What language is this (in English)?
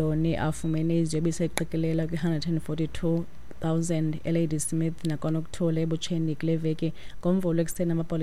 Xhosa